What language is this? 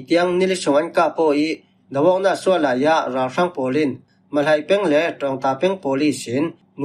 Falam Chin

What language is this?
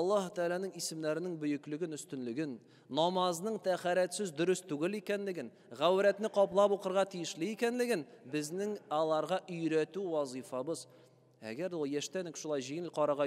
Tatar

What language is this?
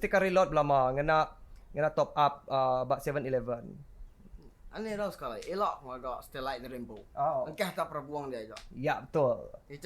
Iban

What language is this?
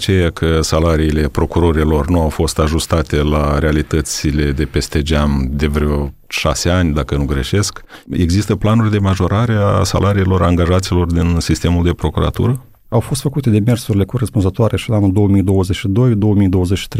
Romanian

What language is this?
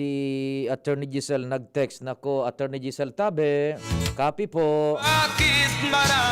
Bikol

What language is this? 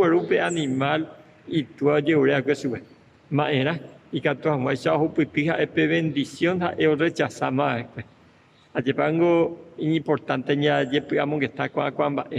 Guarani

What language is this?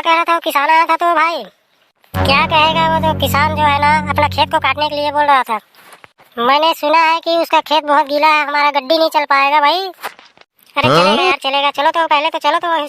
Chhattisgarhi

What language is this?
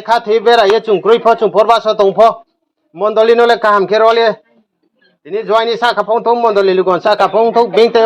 Riang (India)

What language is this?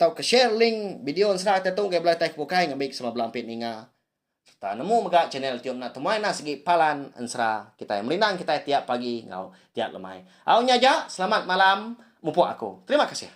Iban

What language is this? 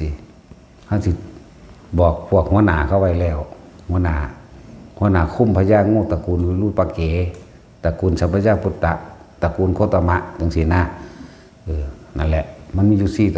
Northeastern Thai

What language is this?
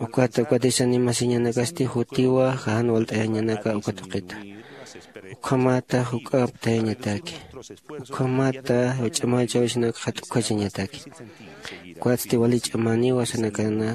Aymara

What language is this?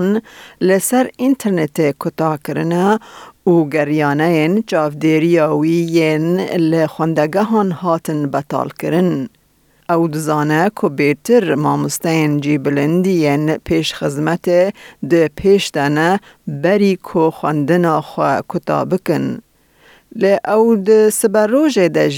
Kurdish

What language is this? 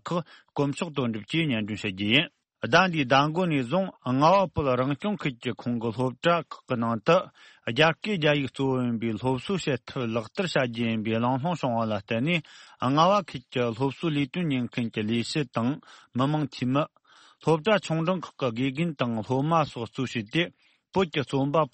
Tibetan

